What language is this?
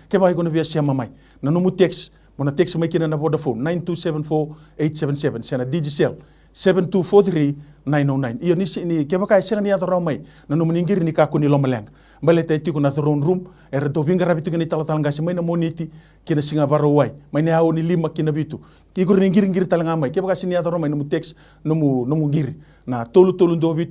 Fijian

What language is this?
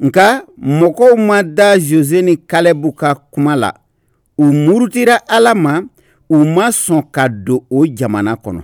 Bambara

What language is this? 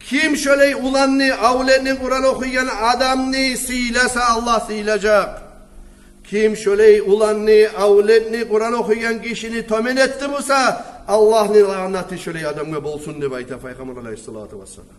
Kumyk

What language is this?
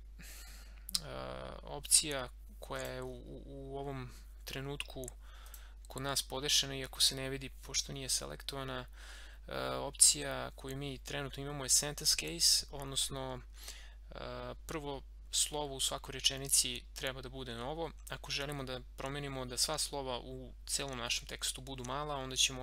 Serbian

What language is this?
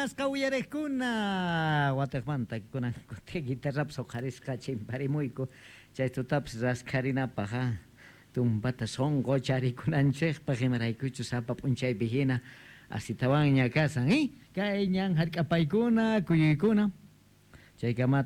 Quechua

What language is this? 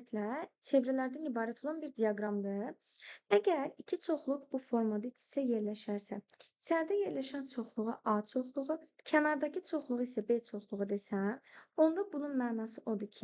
Azerbaijani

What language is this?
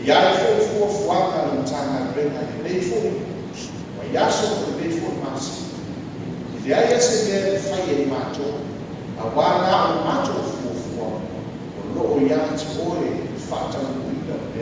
Samoan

